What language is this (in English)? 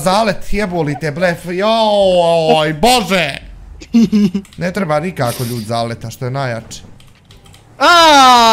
Bosnian